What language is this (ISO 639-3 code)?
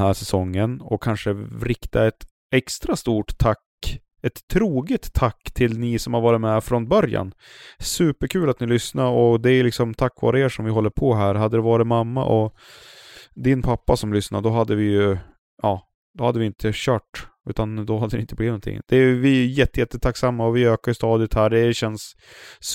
swe